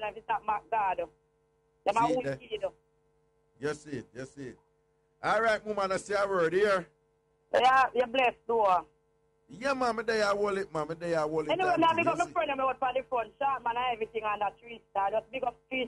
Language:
Jamaican Creole English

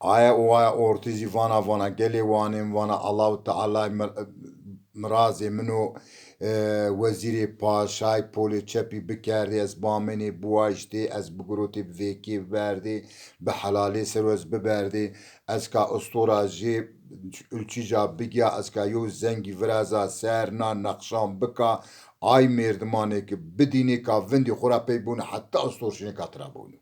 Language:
Zaza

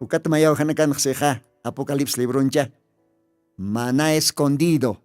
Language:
Aymara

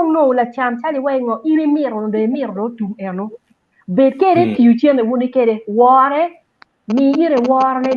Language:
Acoli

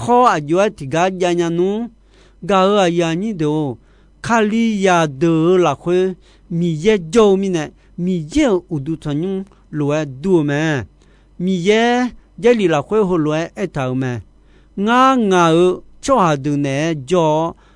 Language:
Akha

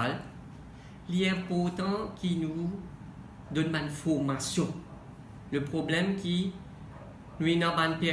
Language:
Morisyen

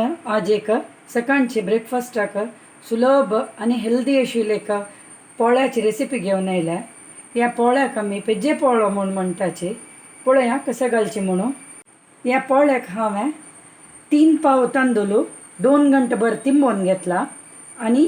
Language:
Konkani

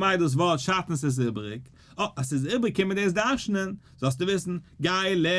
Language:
Yiddish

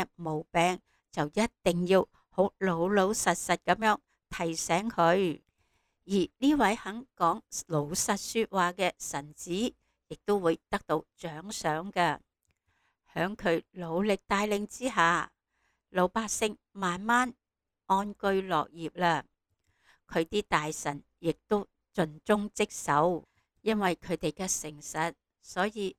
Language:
Cantonese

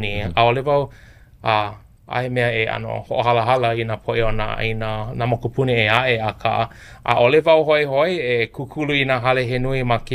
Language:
Hawaiian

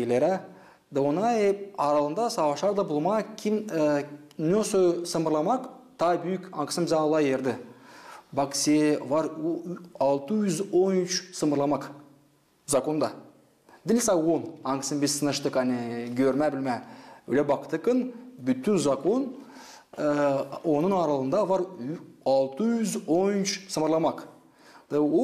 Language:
Gagauz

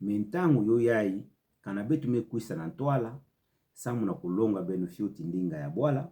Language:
Kituba (Democratic Republic of Congo)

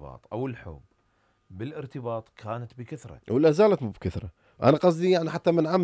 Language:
Mesopotamian Arabic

